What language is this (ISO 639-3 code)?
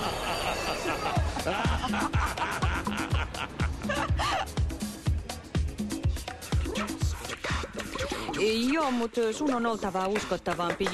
fin